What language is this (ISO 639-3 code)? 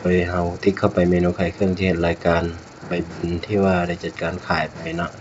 lao